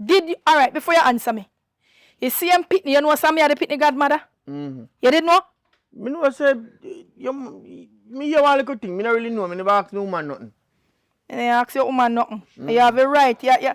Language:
Jamaican Creole English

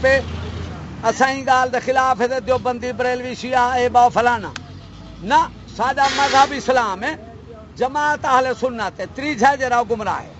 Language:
Saraiki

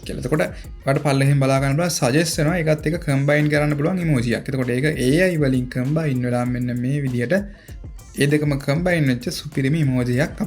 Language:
Sinhala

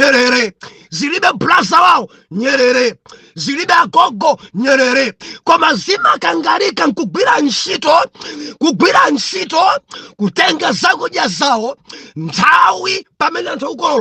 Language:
Nyanja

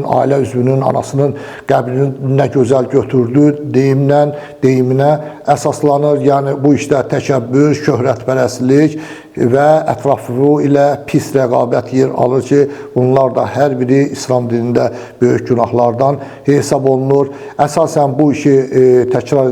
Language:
Azerbaijani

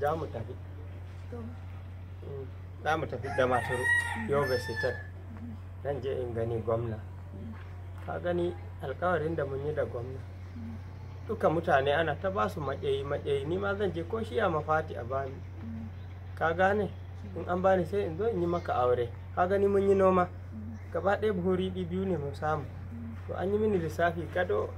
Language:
Hausa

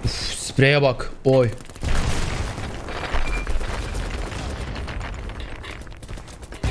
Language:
Turkish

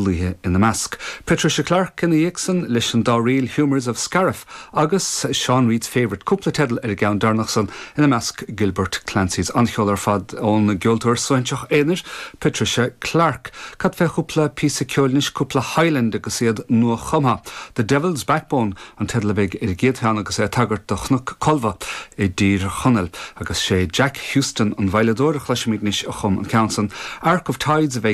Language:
Irish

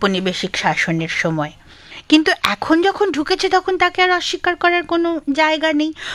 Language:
Bangla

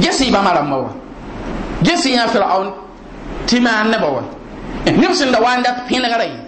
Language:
Mossi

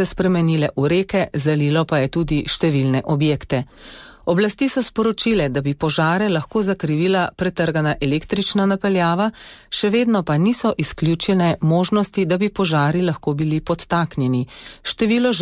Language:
Slovenian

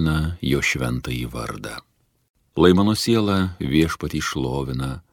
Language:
Lithuanian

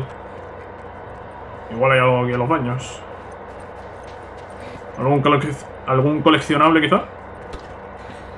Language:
Spanish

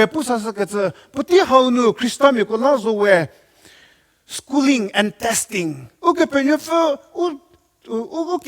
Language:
Angami Naga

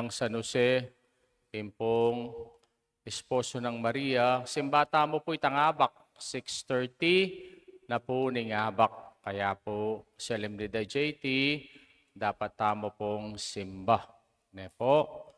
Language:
Pampanga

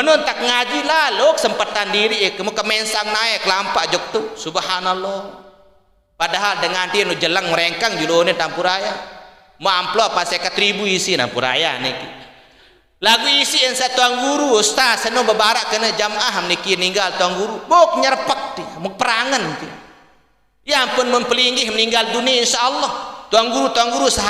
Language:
Sasak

